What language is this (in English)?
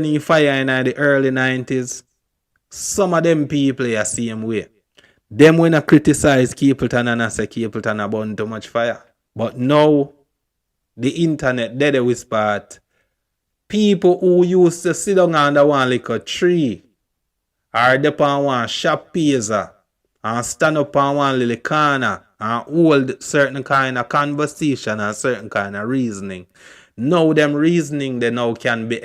Jamaican Creole English